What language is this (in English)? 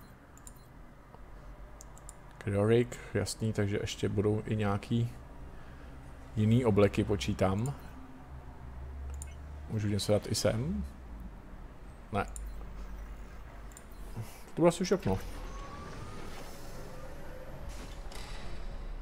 Czech